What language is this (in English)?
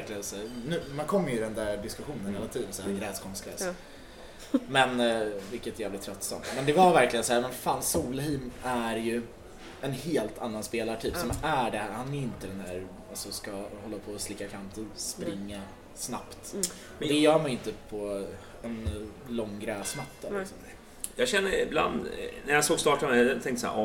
Swedish